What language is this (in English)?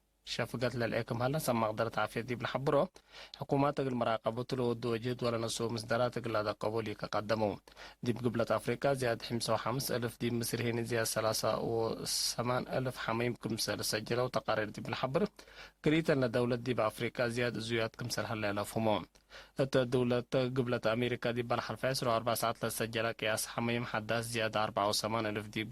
Tigre